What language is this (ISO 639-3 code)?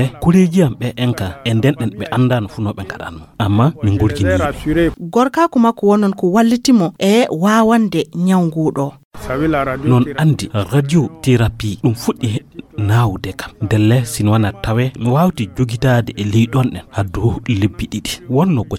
ful